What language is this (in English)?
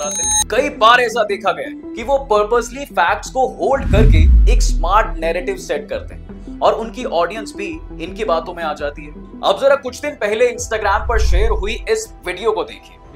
Hindi